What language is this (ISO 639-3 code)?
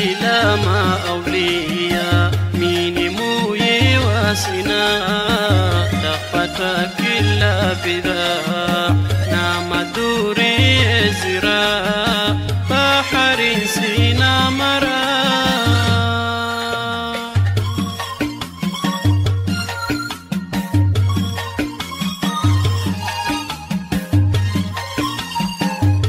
swa